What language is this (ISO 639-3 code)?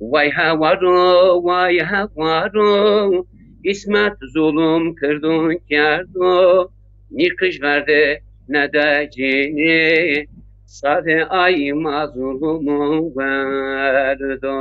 zza